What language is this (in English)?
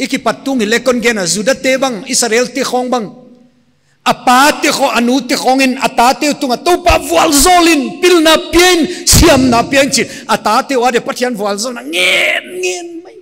Paite Chin